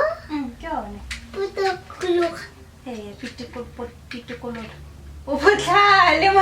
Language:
Tswana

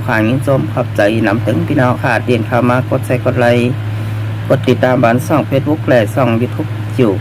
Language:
Shan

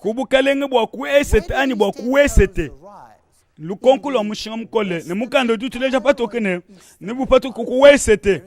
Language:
Luba-Lulua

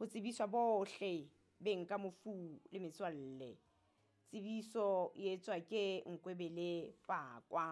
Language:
Southern Sotho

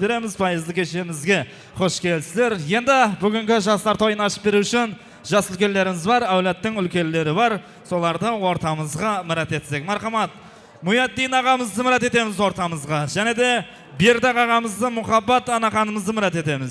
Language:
Kara-Kalpak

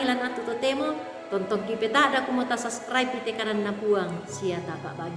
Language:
Toraja-Sa'dan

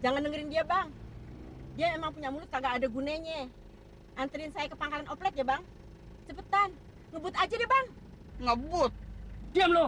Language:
Betawi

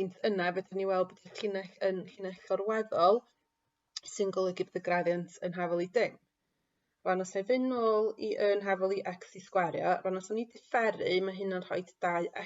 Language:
Welsh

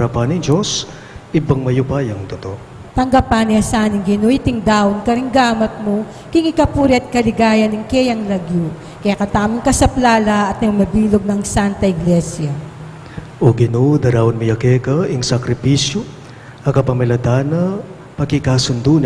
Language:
Pampanga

